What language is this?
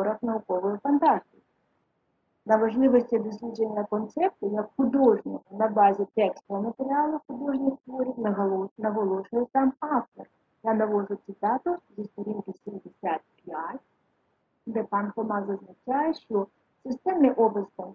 Ukrainian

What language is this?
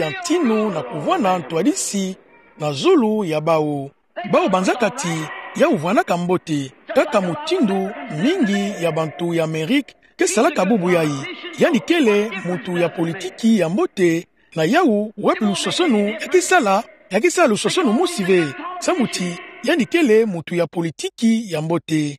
Kituba (Democratic Republic of Congo)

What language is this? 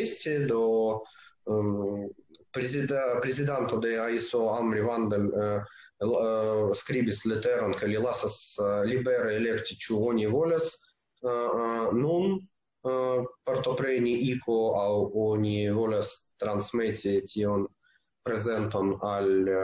Esperanto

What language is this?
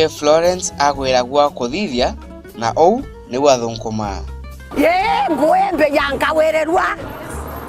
Meru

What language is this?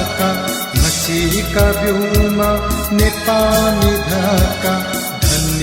Newari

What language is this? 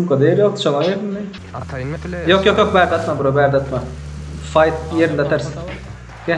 Turkmen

